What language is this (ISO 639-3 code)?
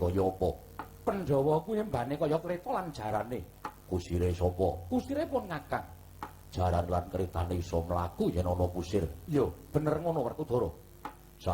jav